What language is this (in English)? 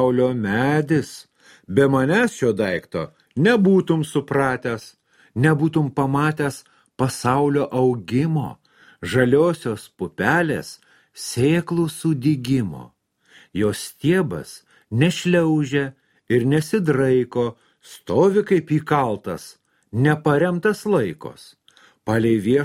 Lithuanian